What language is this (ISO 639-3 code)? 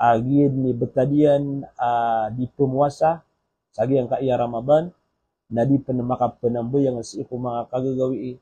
mrw